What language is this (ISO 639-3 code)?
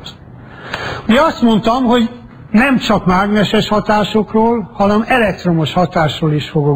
hun